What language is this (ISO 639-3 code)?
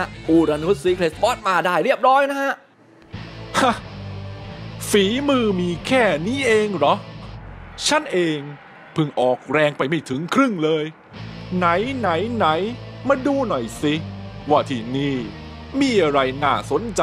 tha